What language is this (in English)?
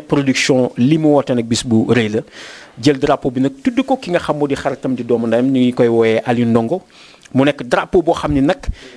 Wolof